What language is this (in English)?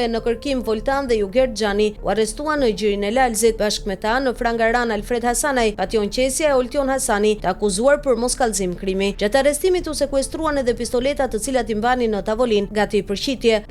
Albanian